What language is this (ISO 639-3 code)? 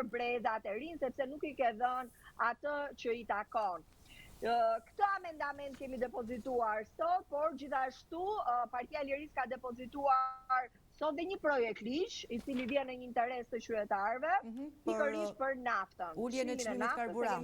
sqi